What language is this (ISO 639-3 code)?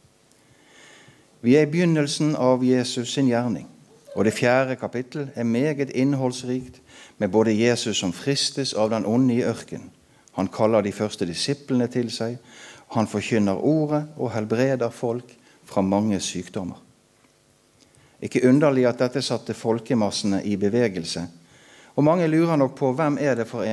nor